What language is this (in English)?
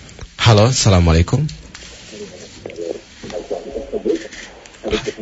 Indonesian